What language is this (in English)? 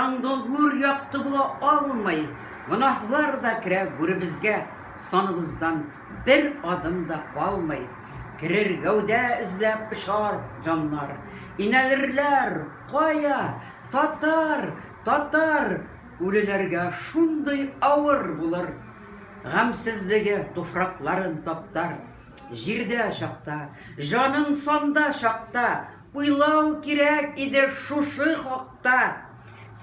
Tatar